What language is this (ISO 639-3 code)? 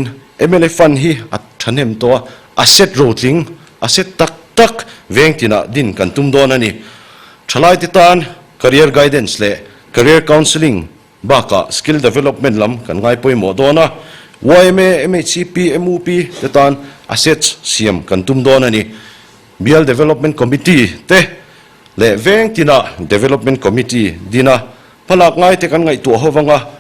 lus